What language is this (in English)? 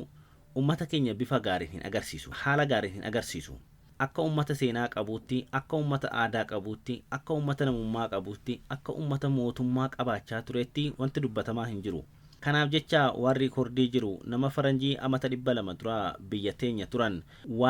Oromo